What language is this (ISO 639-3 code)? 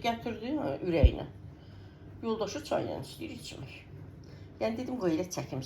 aze